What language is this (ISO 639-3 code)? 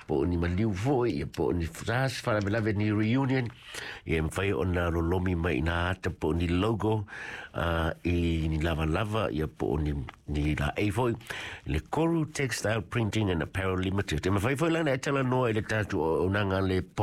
smo